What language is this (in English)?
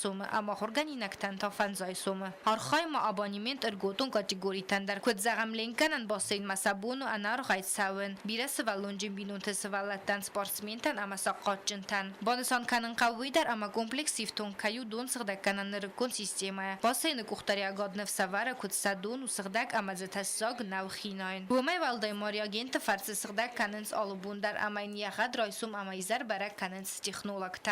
Ossetic